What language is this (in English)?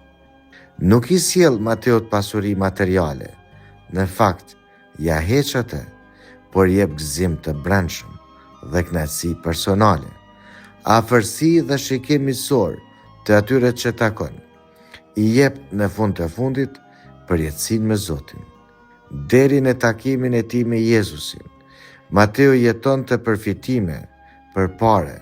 Albanian